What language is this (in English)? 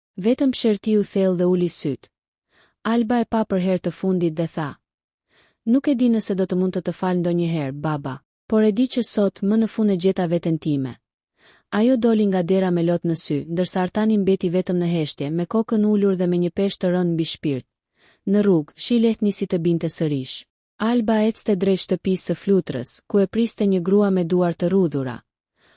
Albanian